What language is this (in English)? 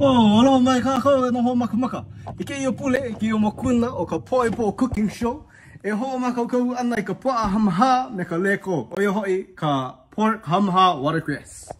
Hawaiian